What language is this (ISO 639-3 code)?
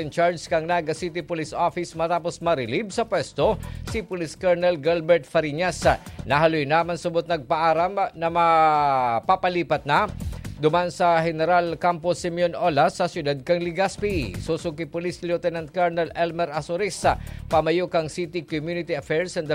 bik